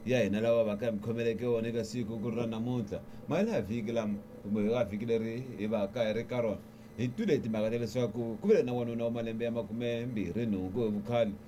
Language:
Tsonga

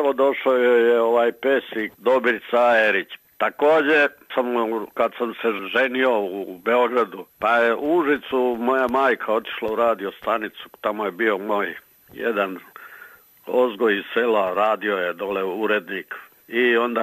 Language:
Serbian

